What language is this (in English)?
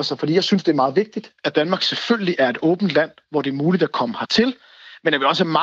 Danish